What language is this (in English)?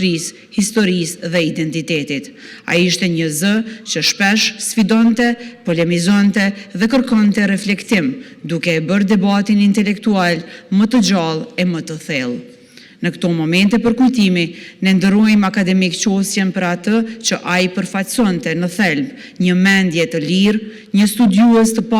Albanian